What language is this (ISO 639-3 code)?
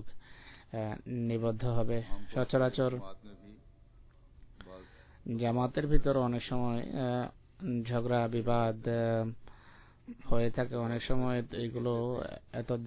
ben